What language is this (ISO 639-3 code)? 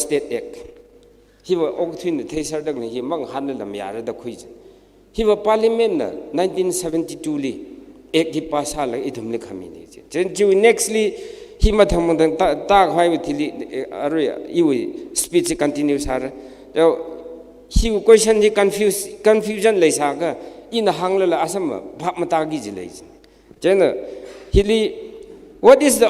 nmf